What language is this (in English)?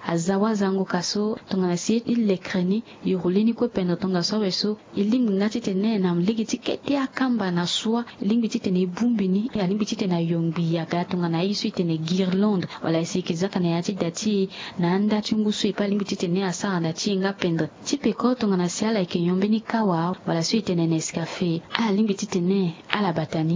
Sango